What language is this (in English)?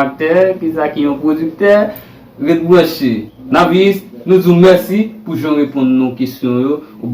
Haitian Creole